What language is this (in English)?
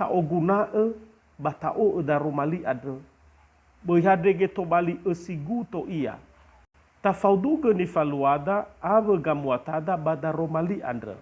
Nias